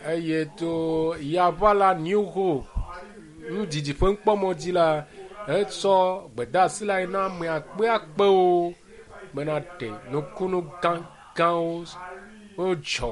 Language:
Ewe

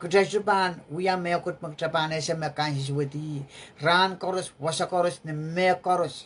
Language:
Pohnpeian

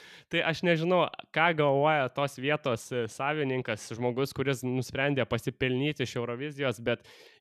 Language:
Lithuanian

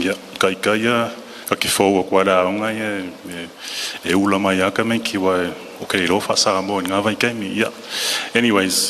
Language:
Samoan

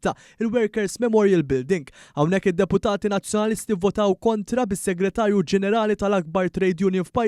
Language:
Maltese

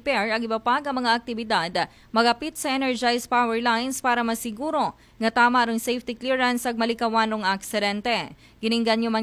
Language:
Aklanon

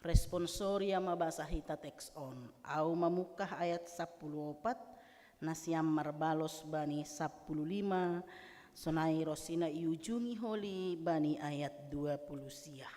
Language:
Batak Simalungun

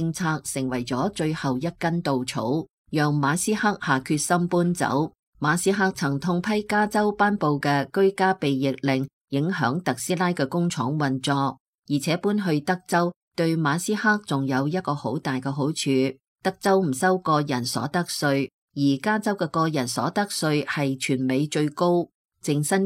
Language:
Cantonese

